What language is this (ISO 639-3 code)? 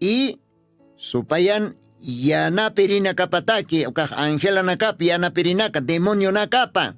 aym